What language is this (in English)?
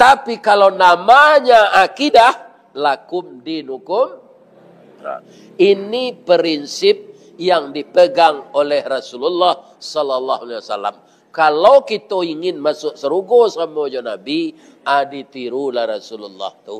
Minangkabau